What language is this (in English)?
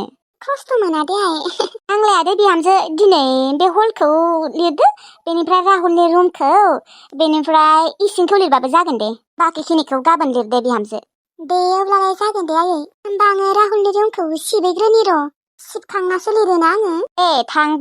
Bodo